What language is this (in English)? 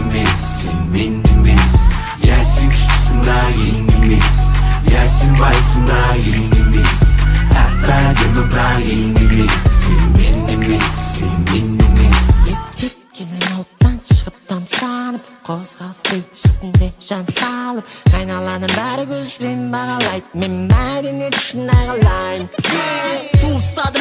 Kazakh